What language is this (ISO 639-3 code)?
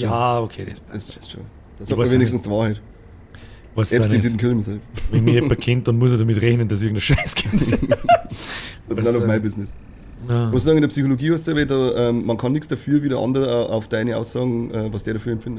bar